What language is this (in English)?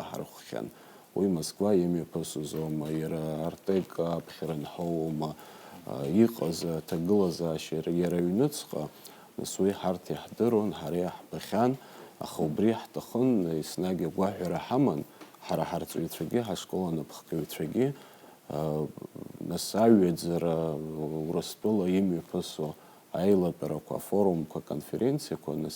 Abkhazian